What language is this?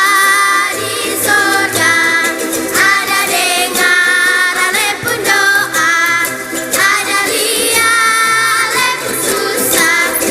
Ambonese Malay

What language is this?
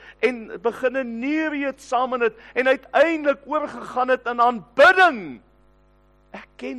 Afrikaans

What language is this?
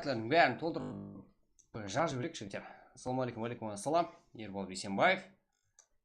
Kara-Kalpak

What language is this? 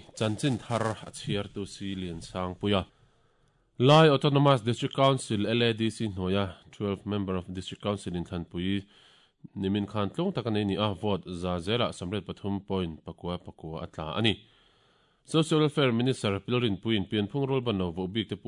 Mizo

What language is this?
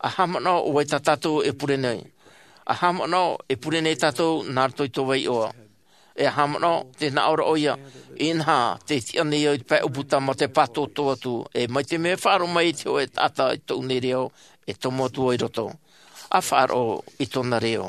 Tahitian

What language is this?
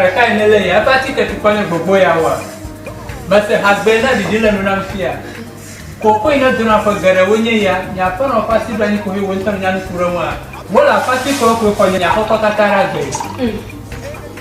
Ewe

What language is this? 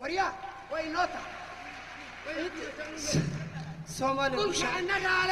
Somali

